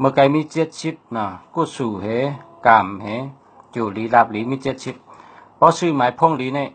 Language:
Shan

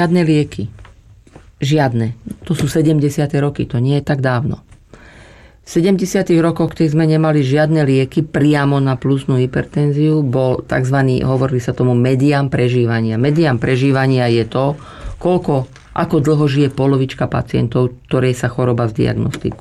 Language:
Slovak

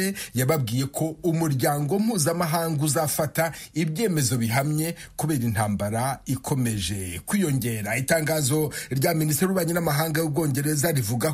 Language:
Kinyarwanda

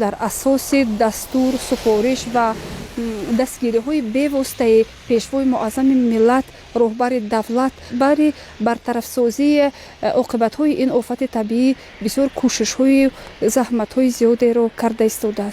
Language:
Tajik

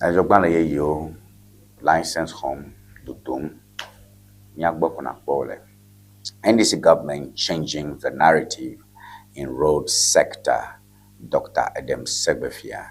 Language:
Ewe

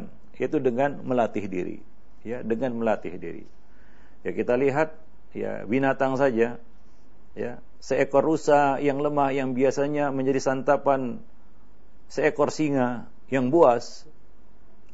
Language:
Indonesian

